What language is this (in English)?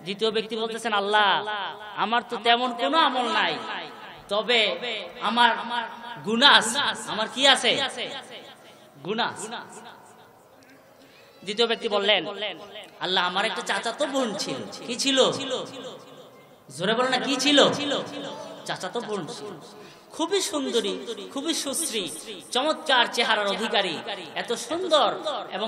Bangla